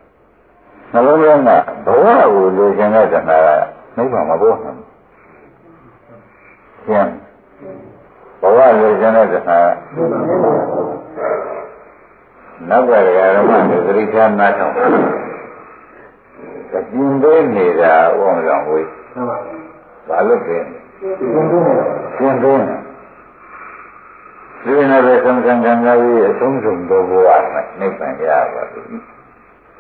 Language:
Burmese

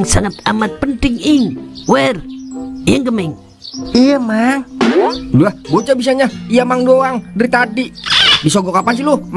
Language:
Betawi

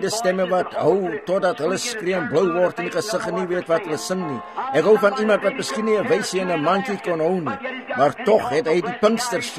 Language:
Afrikaans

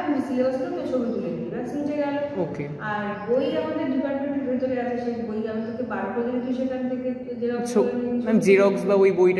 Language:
Bangla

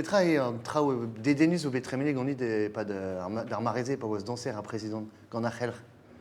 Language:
Breton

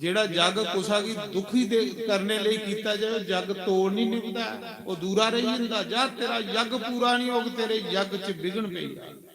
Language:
Dogri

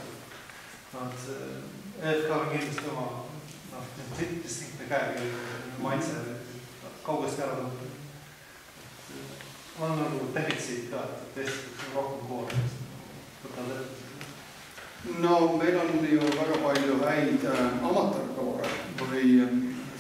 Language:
Estonian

